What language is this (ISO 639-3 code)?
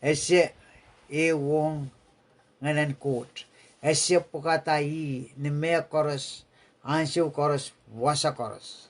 pon